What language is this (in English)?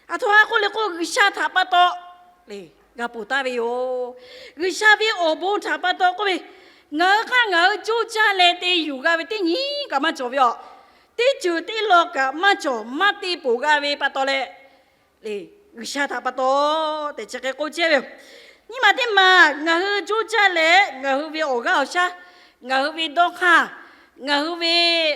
Lahu